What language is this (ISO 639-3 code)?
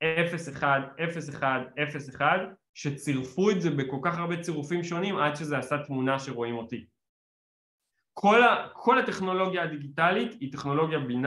heb